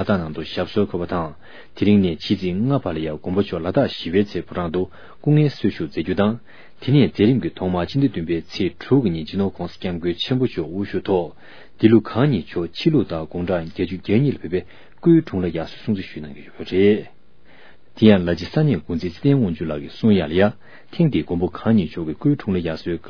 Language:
Tibetan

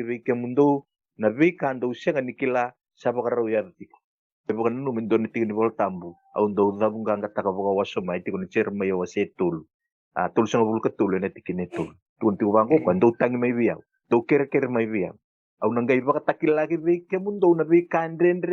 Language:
Fijian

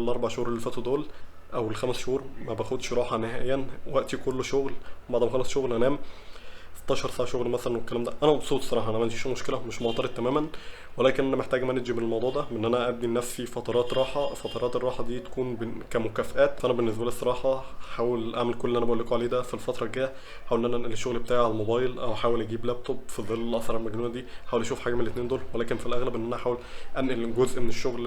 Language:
Egyptian Arabic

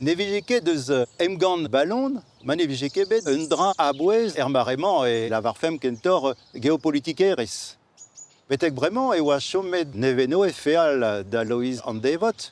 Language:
Breton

